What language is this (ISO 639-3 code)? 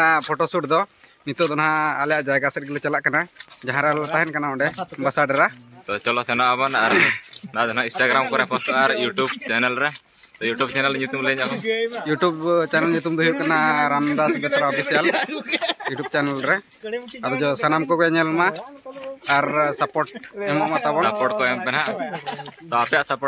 sat